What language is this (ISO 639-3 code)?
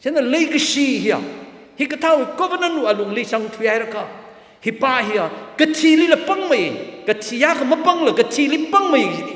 nmf